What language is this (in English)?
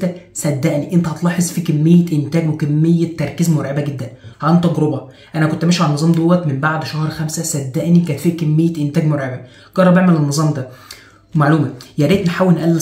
Egyptian Arabic